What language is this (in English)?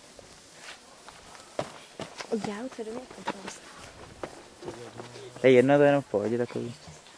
Czech